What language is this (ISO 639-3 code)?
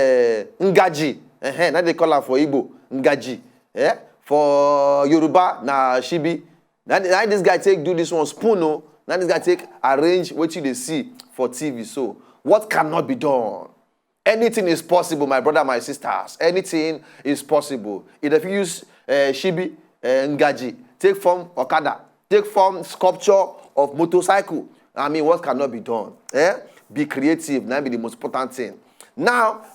pcm